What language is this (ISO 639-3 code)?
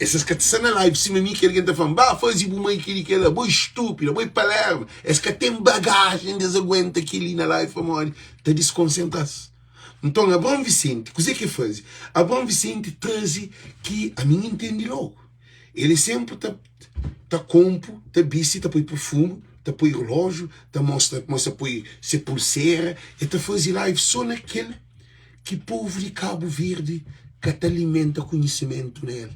kea